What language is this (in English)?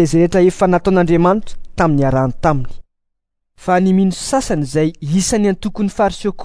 Malagasy